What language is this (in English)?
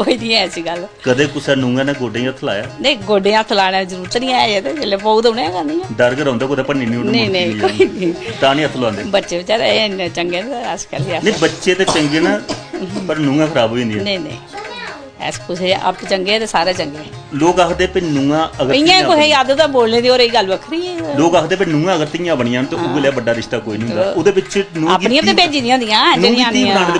Dogri